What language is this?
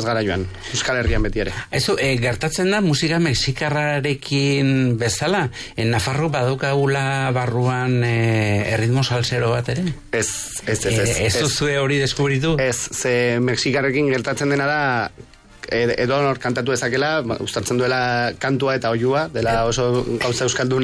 Basque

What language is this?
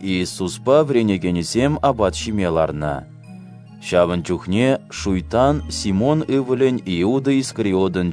Chuvash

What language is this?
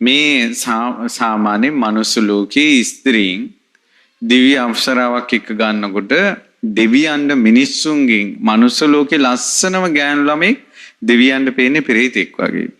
Sinhala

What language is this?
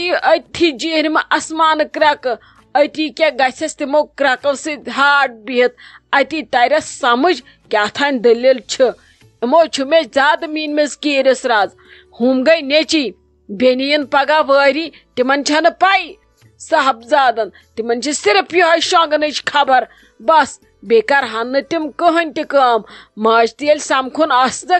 Kashmiri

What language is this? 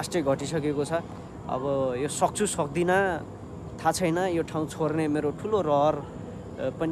Nepali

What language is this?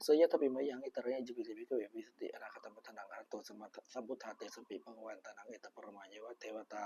Pali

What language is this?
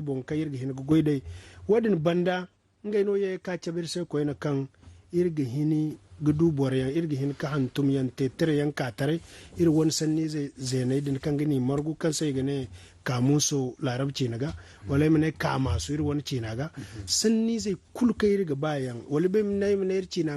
Zarma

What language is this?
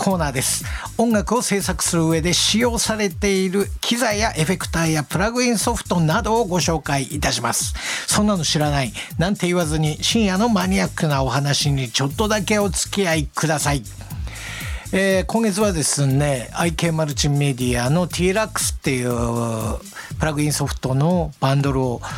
Japanese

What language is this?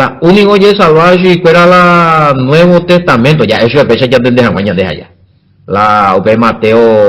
Guarani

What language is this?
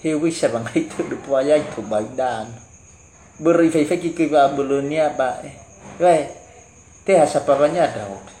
Nias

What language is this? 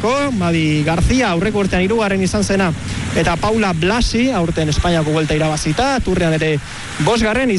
Basque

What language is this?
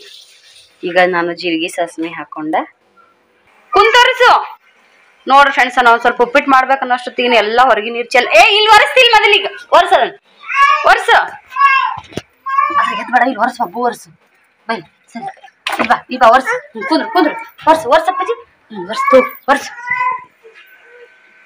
Kannada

